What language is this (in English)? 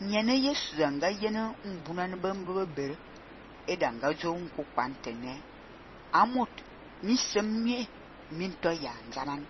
Fang